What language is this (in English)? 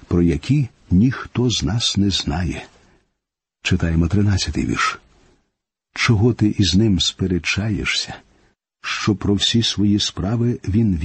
Ukrainian